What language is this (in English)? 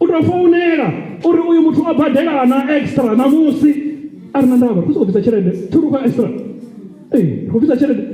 Venda